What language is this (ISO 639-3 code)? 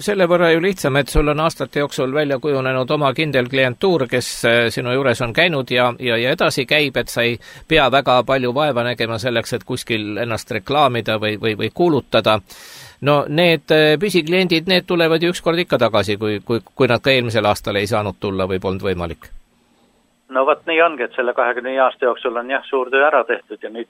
est